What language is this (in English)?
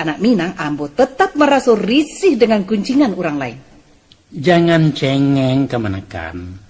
Minangkabau